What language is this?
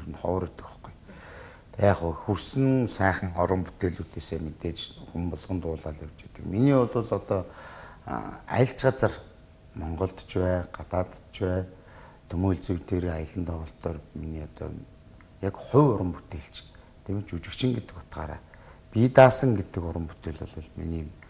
Mongolian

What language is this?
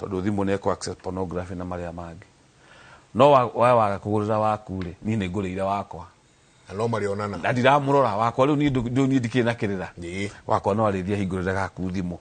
Kikuyu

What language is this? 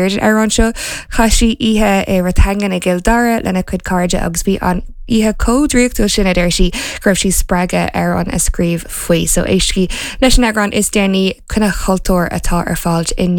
Irish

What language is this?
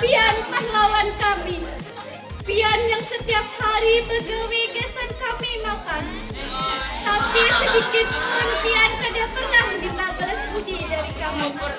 Banjar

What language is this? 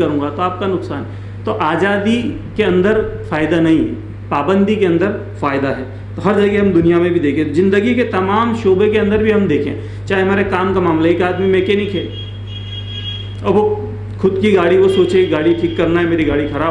Urdu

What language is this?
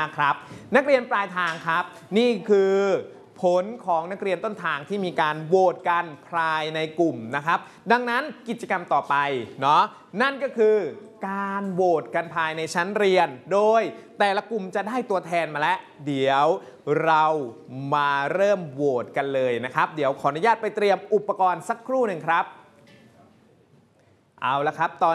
Thai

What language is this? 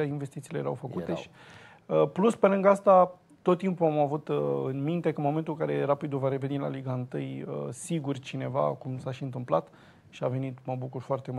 Romanian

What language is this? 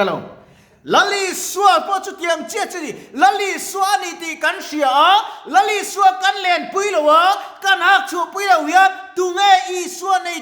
Mizo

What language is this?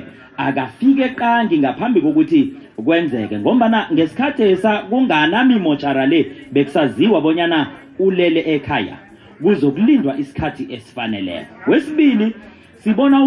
South Ndebele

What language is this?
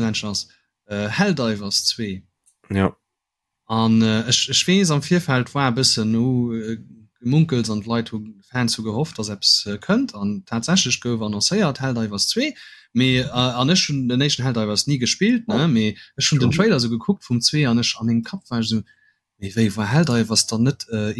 Luxembourgish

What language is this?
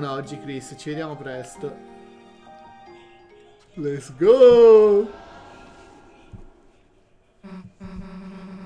Italian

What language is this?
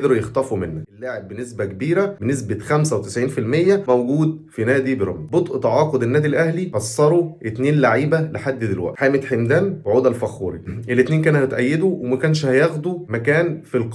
Egyptian Arabic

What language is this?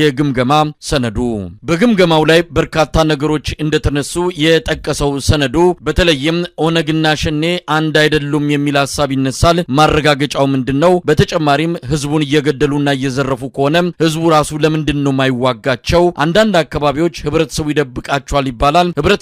Amharic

